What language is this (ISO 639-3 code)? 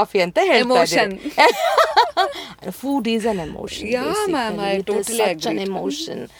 kan